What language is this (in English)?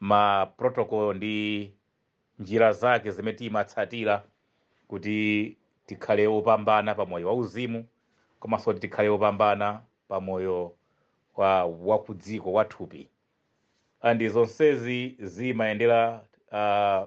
Nyanja